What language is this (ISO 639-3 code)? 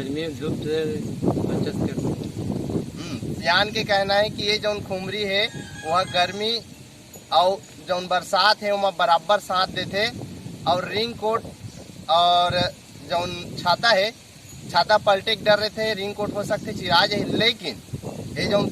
hne